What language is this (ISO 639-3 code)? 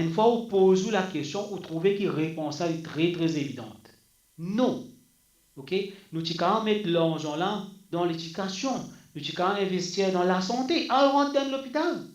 mfe